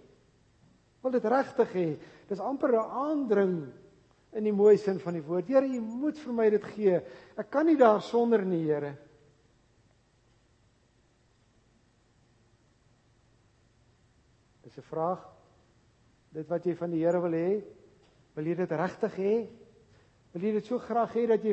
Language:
Afrikaans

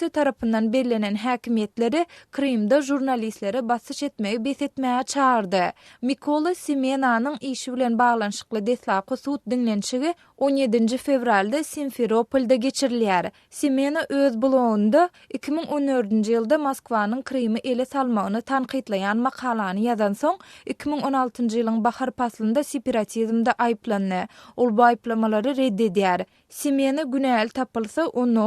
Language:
Turkmen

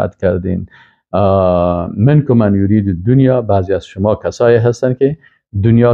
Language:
Persian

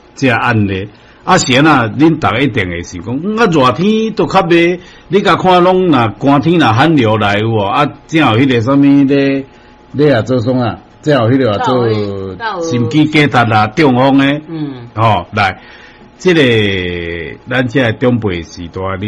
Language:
Min Nan Chinese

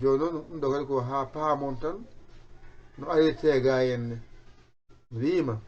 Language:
Fula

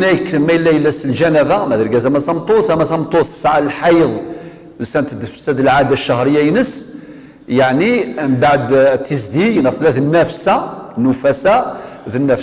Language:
Kabyle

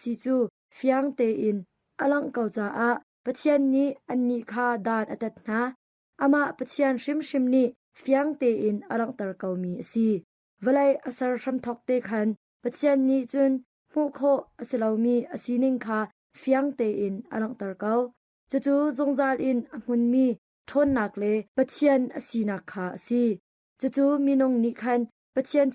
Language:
Hakha Chin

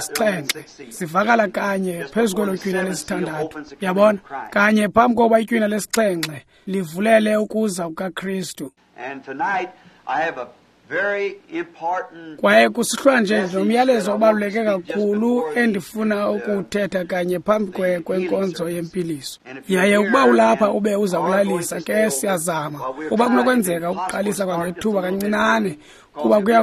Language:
Xhosa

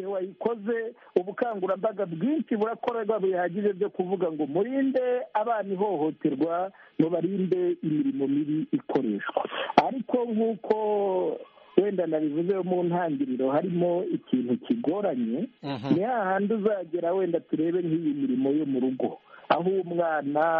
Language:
Kinyarwanda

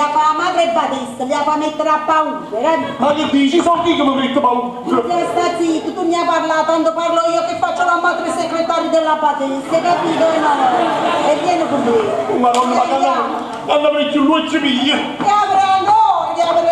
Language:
Neapolitan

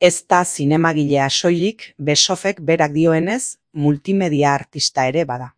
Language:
Basque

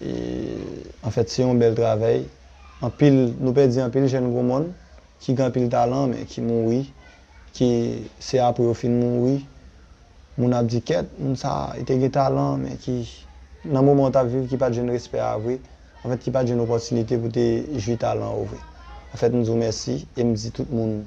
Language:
Haitian Creole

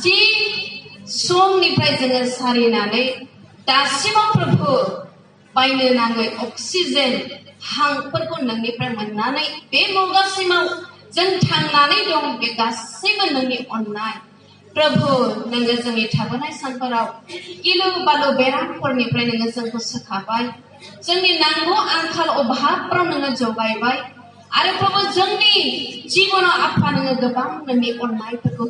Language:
Bodo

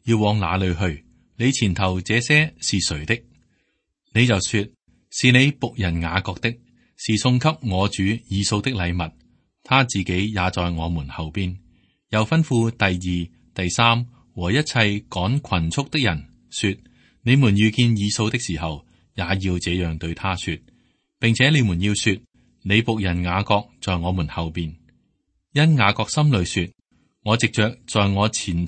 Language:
Cantonese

